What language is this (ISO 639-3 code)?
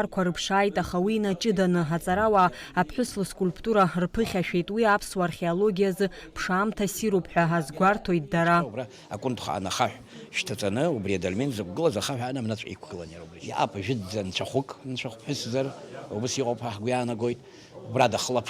abk